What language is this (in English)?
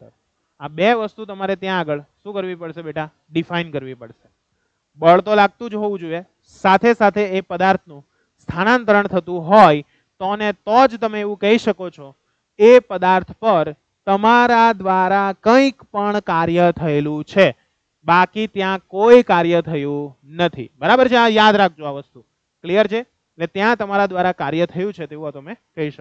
Gujarati